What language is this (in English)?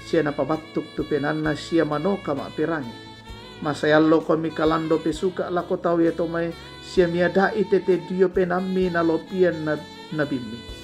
Toraja-Sa'dan